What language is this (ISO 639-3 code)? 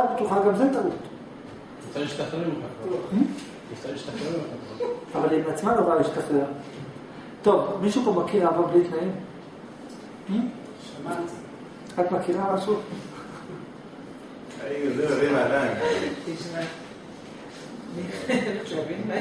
heb